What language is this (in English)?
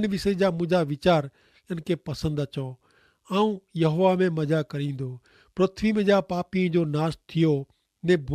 Kachhi